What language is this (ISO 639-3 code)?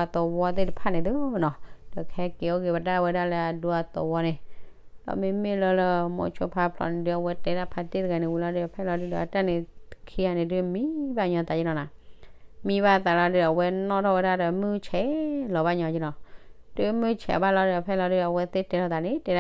ksw